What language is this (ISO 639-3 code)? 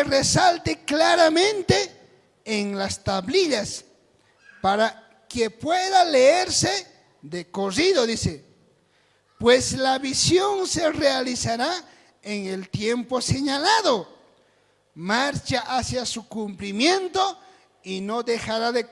quh